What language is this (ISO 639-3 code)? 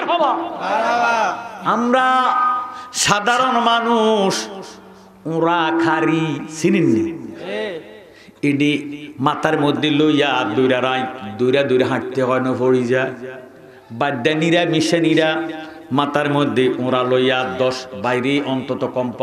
ben